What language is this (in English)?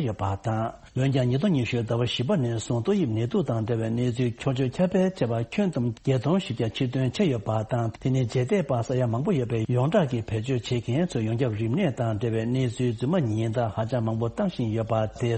Tibetan